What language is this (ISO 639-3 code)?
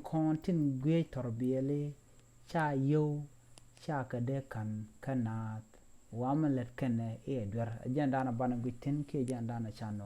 nus